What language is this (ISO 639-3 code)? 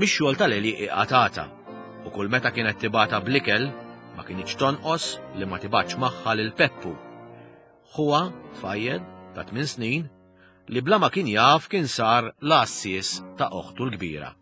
mlt